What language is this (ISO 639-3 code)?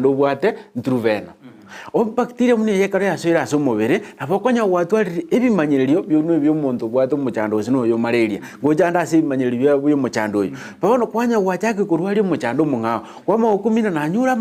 guz